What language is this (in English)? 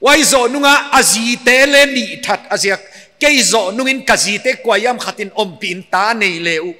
Paite Chin